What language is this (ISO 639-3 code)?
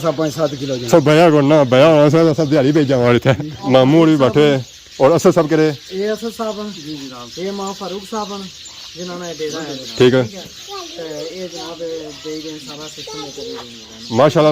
phr